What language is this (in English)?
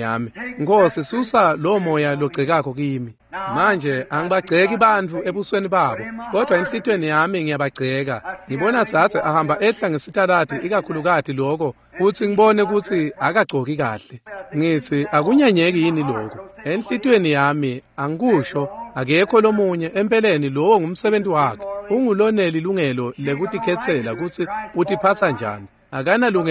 Swati